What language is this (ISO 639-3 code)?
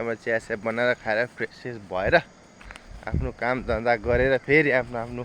nep